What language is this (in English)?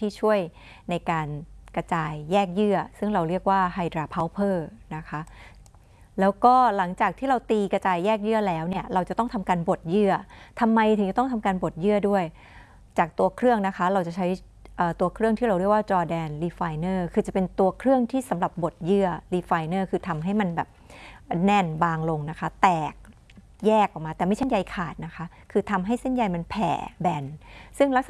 Thai